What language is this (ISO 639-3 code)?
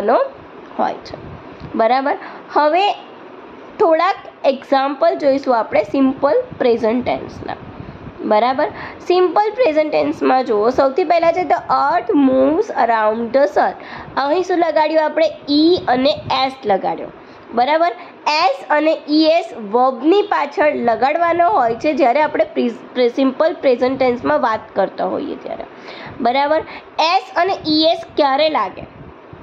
guj